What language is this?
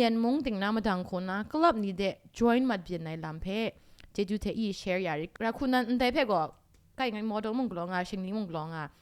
Kachin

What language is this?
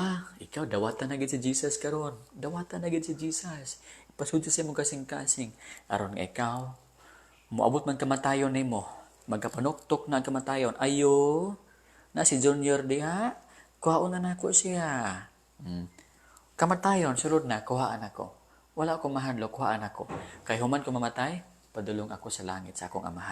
Cebuano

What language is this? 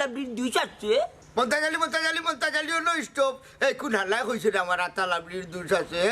Sylheti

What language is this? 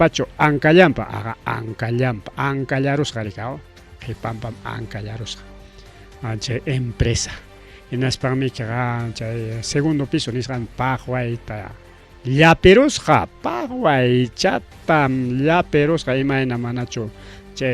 Ayacucho Quechua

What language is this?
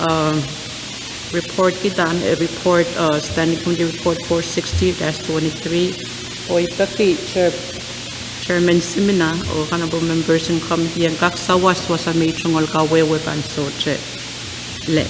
Pohnpeian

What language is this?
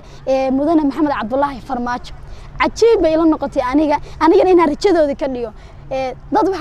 Somali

